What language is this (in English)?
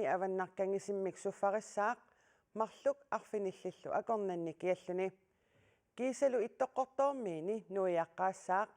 Kalaallisut